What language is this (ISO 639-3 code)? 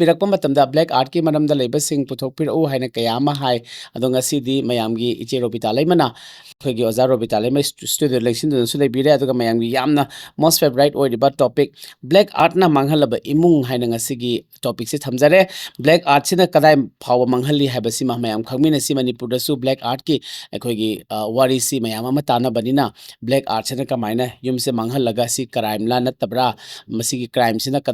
mni